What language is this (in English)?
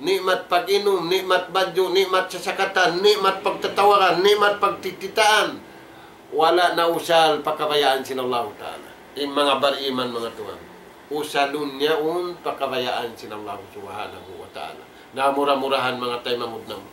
Tausug